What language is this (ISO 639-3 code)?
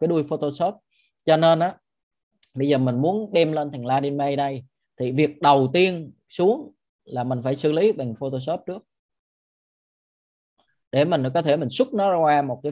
vie